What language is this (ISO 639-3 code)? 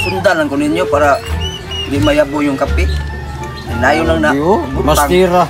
ceb